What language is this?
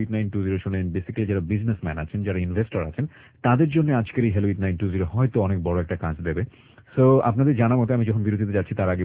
Bangla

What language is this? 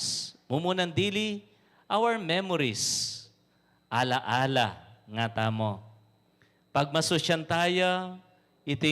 Pampanga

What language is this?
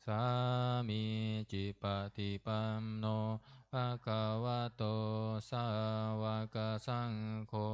Pali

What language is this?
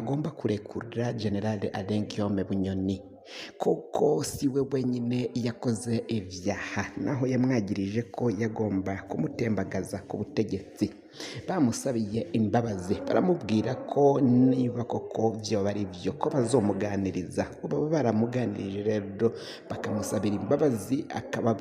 Rundi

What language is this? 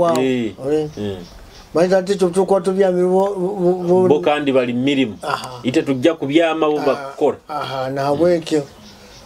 Nyoro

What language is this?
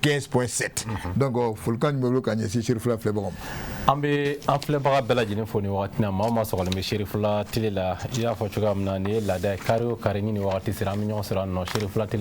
Bambara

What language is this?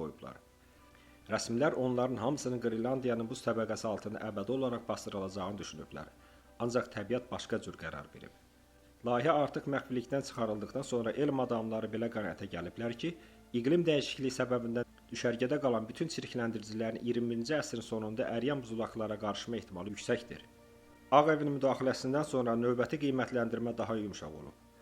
Azerbaijani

